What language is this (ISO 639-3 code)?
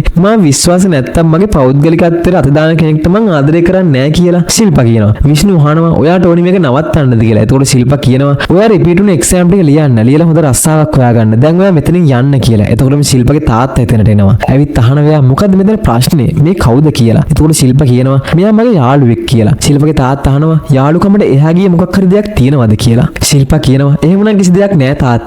sin